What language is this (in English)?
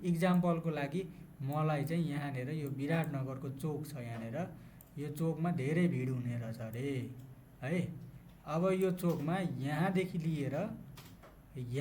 Nepali